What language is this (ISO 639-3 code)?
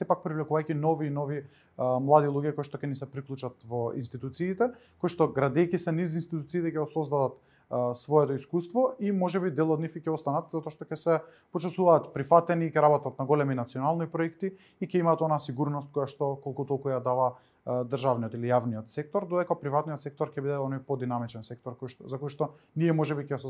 mkd